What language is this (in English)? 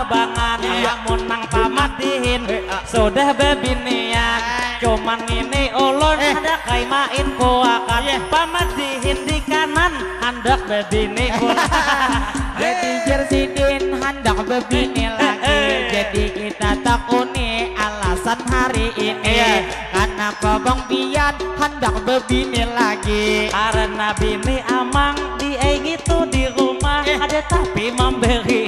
Banjar